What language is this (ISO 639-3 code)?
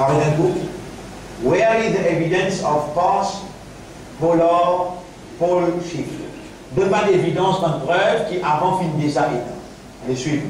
mfe